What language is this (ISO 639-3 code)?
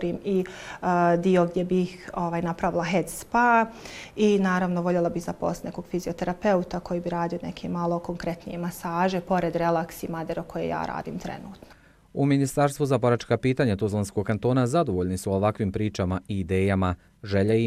bos